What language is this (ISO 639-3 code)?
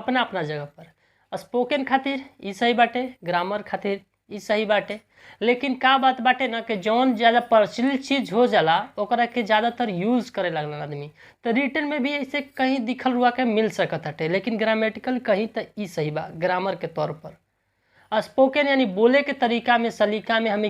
bho